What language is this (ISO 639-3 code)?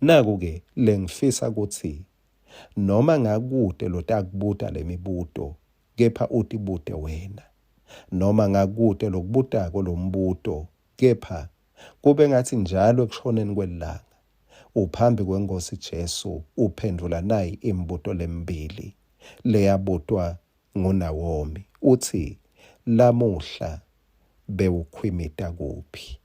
ssw